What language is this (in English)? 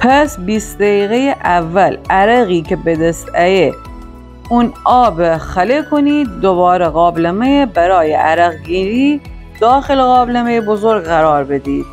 Gilaki